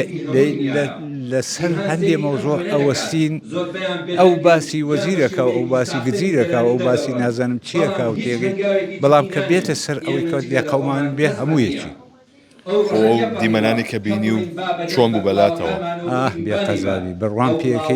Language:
Central Kurdish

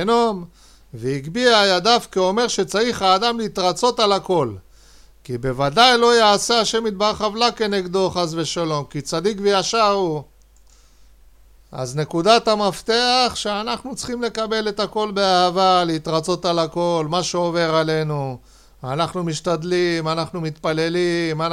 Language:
Hebrew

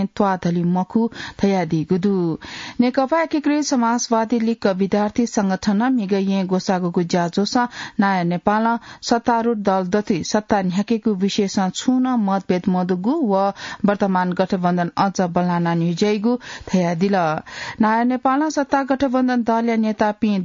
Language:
Newari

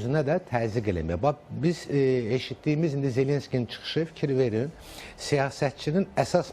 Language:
Azerbaijani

